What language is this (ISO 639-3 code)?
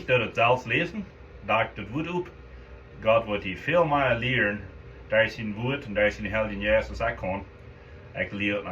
pdt